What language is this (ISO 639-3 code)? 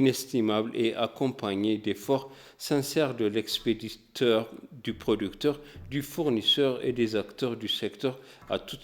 fra